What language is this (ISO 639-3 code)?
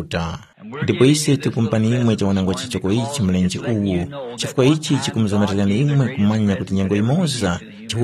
tum